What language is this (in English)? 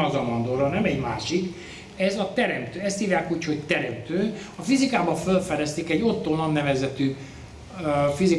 Hungarian